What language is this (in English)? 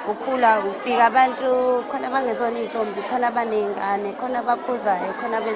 Zulu